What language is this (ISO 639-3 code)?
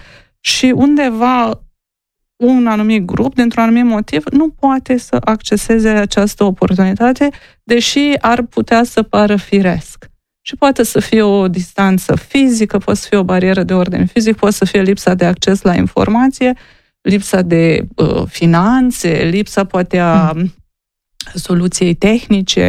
ron